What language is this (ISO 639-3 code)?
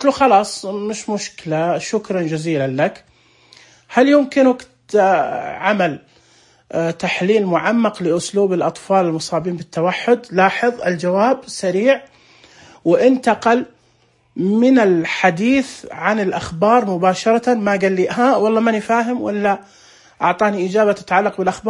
ars